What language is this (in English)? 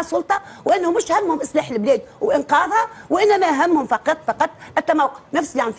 Tunisian Arabic